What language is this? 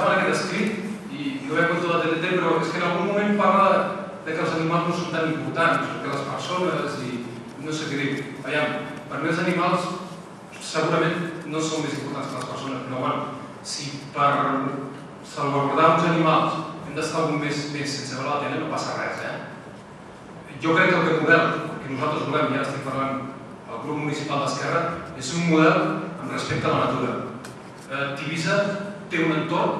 Catalan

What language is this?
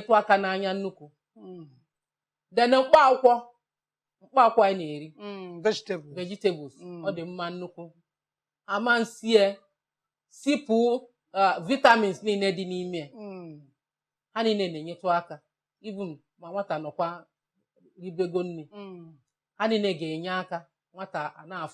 Igbo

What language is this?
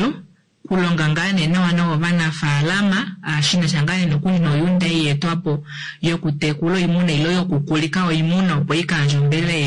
Kuanyama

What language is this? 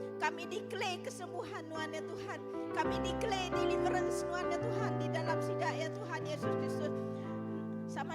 Iban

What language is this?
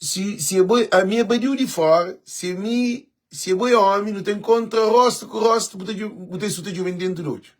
Kabuverdianu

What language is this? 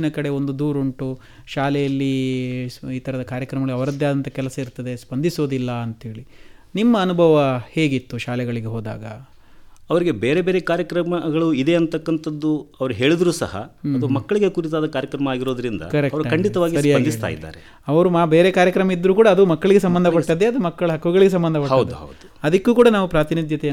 Kannada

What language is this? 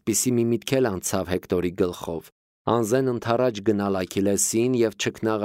Armenian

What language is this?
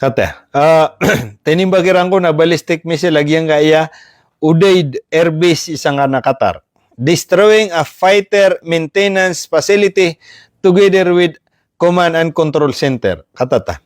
Maranao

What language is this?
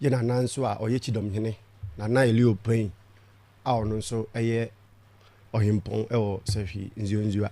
Akan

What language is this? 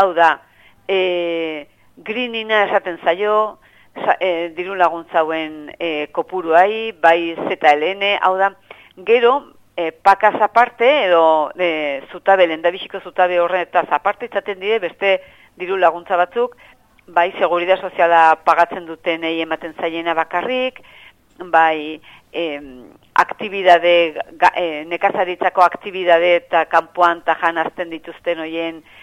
Basque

